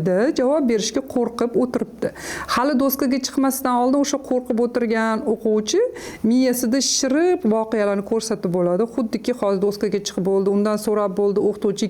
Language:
Uzbek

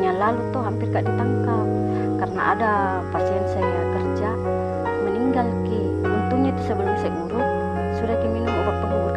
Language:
Makassar Malay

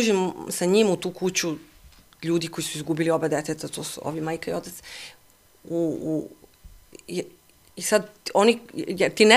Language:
Serbian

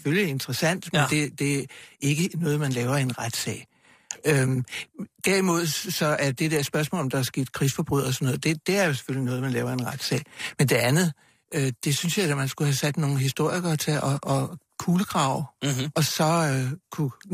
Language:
Danish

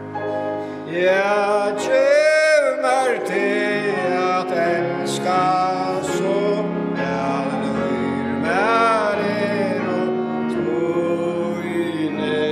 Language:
Faroese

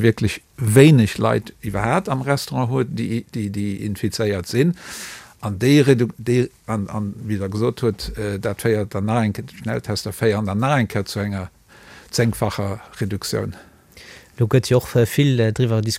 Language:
Luxembourgish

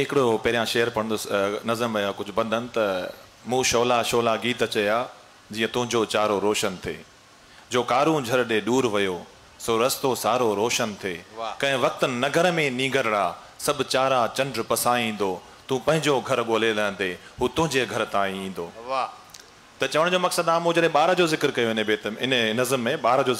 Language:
Sindhi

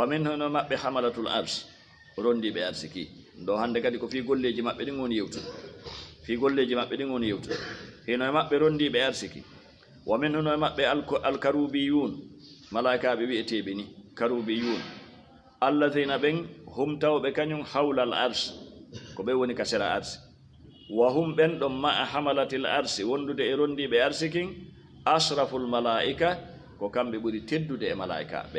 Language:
Fula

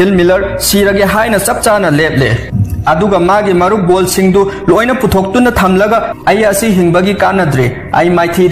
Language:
Manipuri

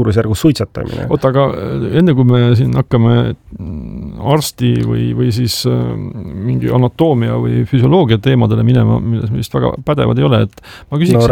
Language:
Estonian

